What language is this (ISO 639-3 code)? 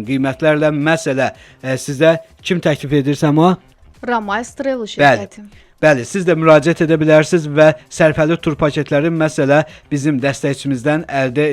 aze